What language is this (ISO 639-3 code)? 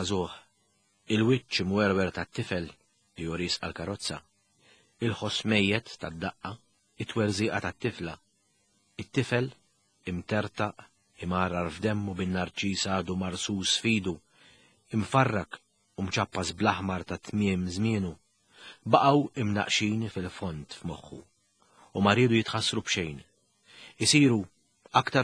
mlt